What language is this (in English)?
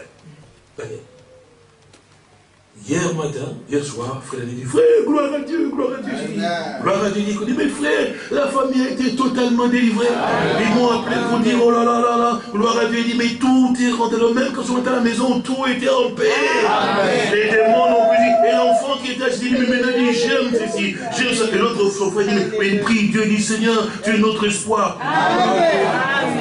French